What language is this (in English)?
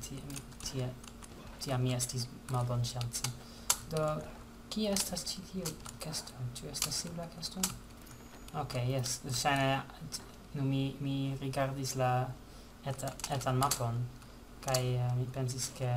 Esperanto